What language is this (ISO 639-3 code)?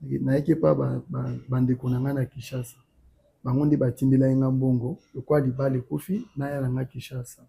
lin